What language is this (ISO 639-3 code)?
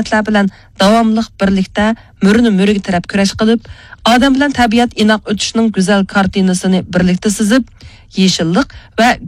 uig